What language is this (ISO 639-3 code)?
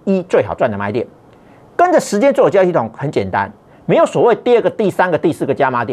zho